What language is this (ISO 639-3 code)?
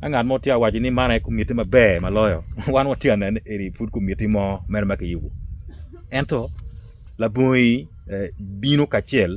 ach